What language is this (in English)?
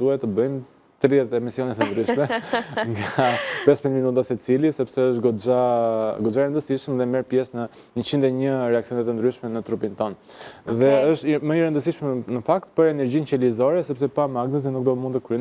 Albanian